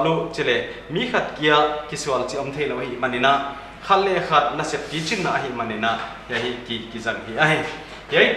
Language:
Paite Chin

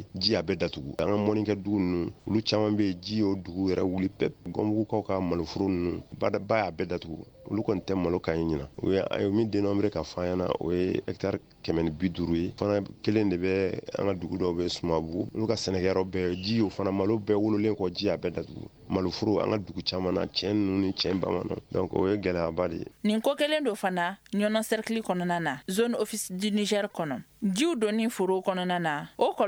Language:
Bambara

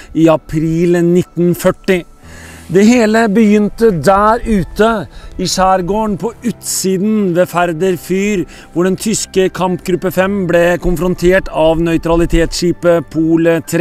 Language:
Norwegian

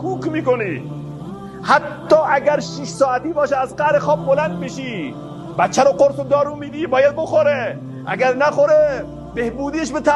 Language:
Persian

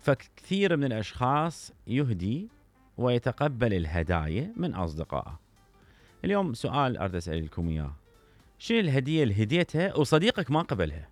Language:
Mesopotamian Arabic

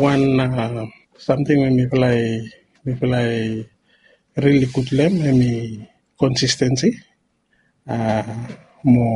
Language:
Bislama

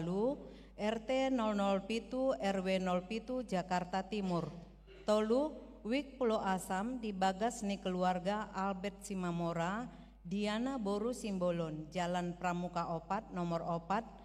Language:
Batak Toba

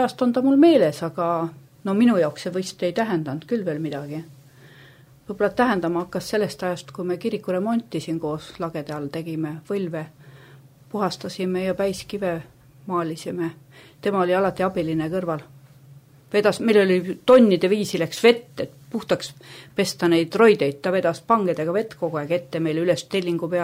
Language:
Estonian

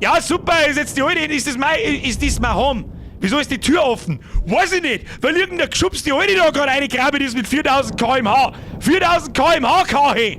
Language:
Bavarian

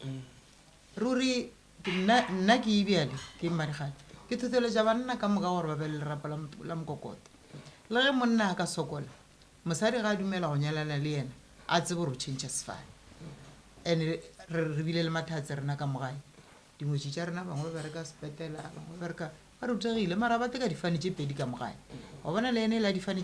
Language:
Northern Sotho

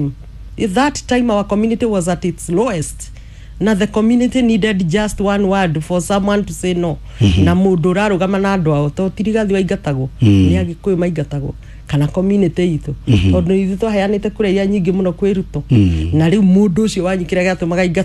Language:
Kikuyu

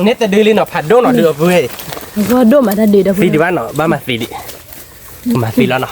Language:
S'gaw Karen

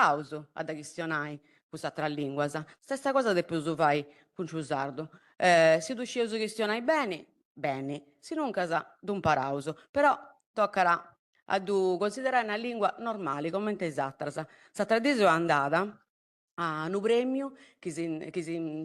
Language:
Sardinian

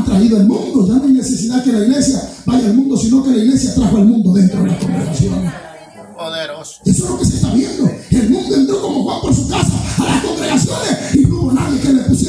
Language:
Spanish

